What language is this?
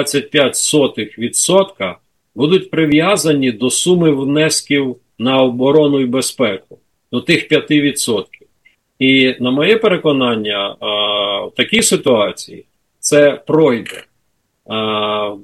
Ukrainian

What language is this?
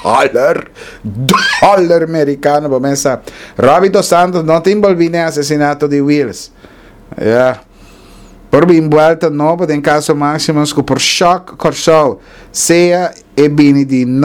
Papiamento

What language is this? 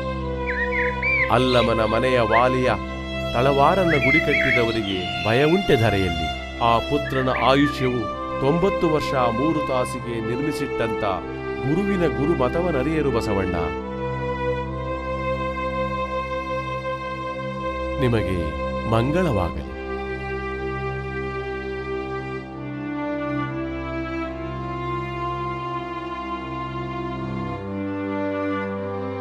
Kannada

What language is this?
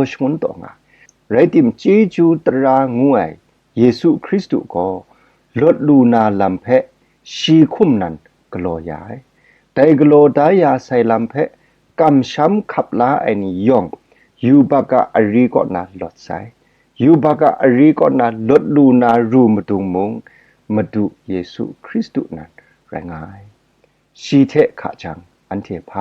Kachin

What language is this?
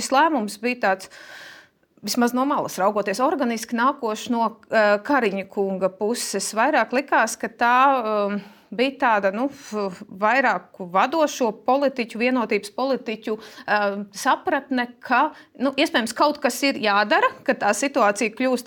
Latvian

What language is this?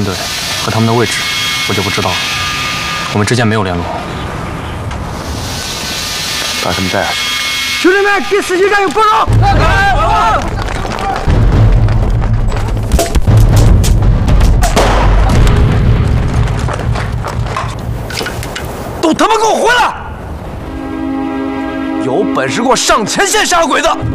Chinese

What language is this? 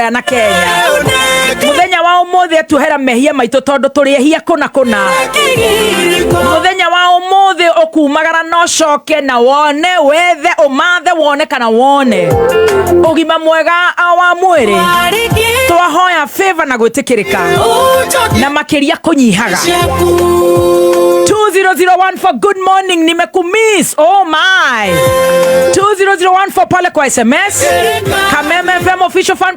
Kikuyu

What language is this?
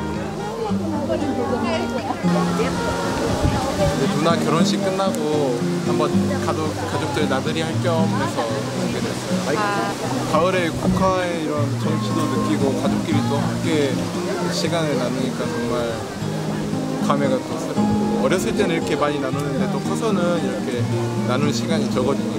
Korean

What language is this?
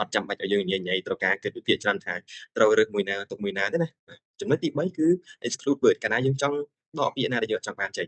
Khmer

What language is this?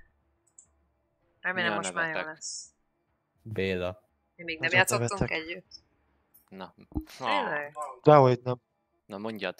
Hungarian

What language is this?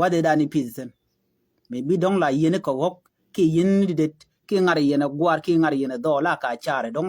Nuer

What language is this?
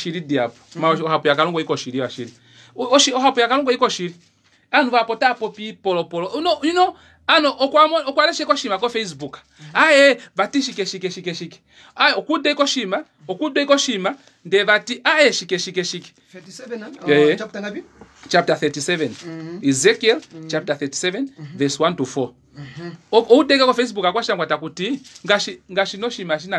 Kuanyama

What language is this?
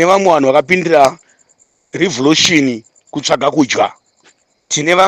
Shona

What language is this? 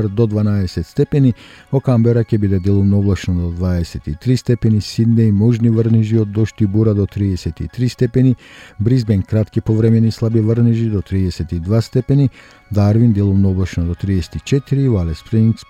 Macedonian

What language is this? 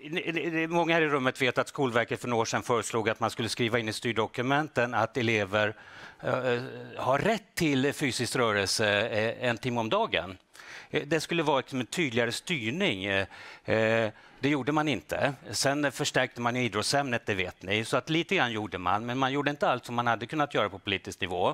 Swedish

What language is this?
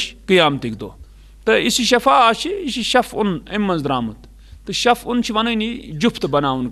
Kashmiri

